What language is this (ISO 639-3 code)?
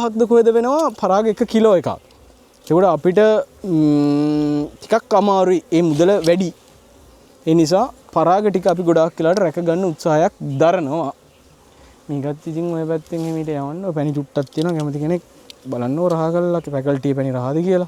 sin